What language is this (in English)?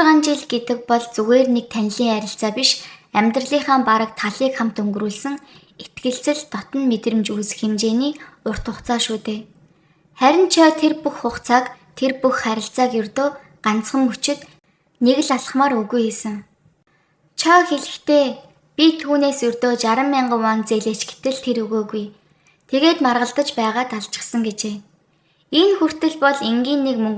Mongolian